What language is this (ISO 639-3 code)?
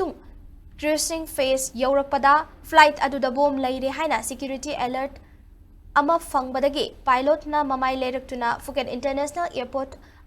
mni